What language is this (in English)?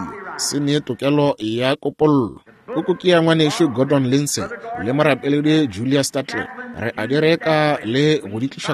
Northern Sotho